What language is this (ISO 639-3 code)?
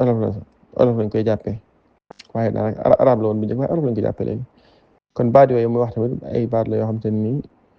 wol